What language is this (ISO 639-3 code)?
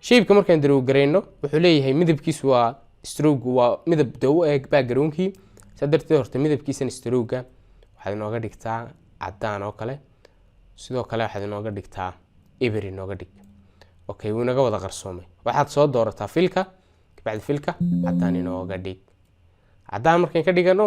som